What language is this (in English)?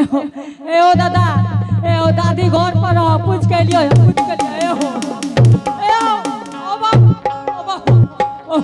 Angika